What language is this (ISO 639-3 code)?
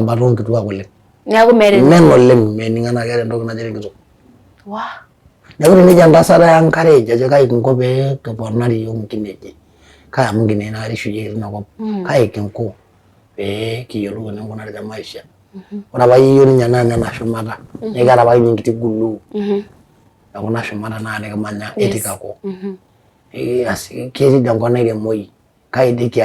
mas